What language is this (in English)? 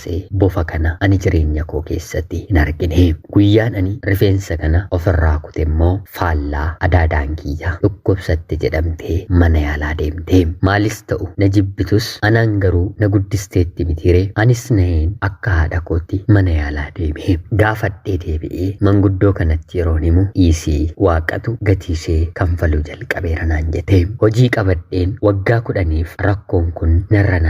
Oromo